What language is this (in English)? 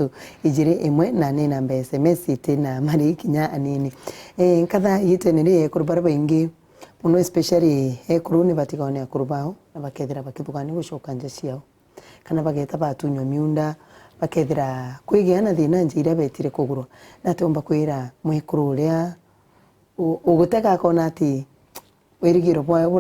Meru